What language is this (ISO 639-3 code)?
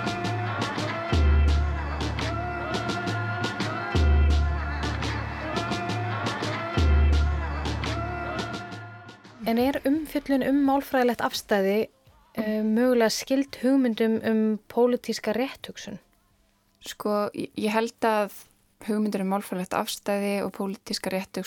isl